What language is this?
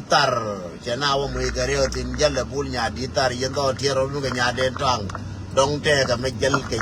Nuer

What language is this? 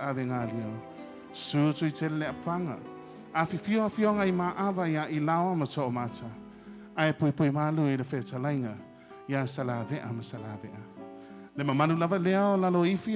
Samoan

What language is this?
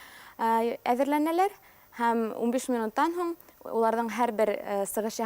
Bashkir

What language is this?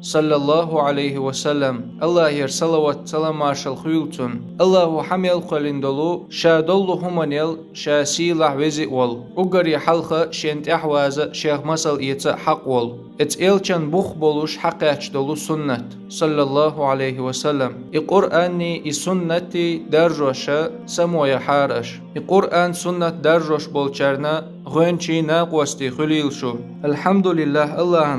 Chechen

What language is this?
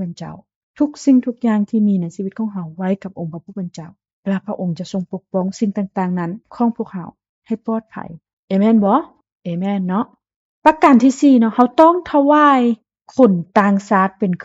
Lao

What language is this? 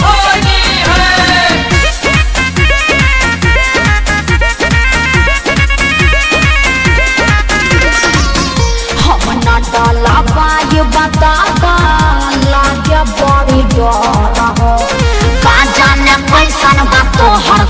Bhojpuri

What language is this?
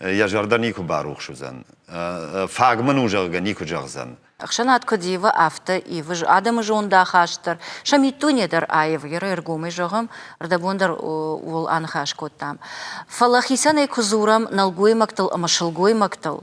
Ossetic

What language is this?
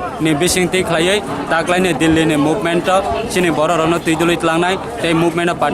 Kok Borok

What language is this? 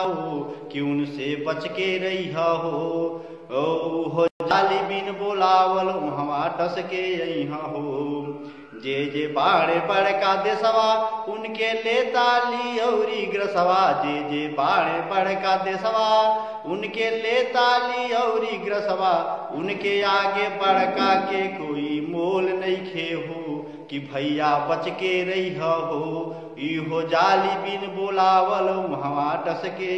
Bhojpuri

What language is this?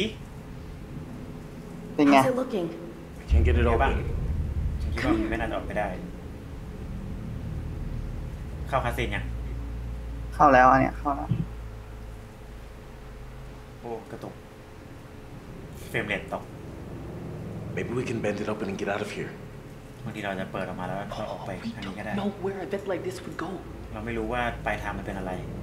Thai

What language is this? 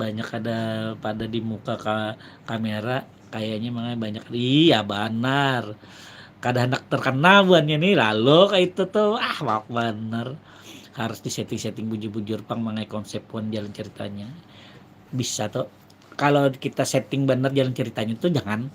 Banjar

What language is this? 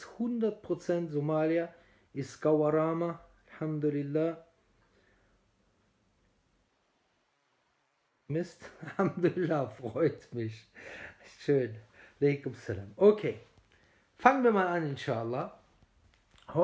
German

